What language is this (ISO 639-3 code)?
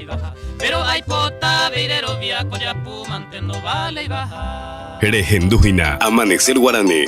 grn